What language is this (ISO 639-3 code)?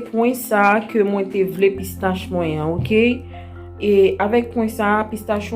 hat